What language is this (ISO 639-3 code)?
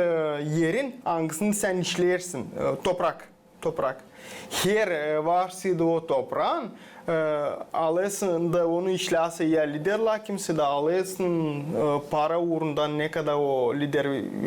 gag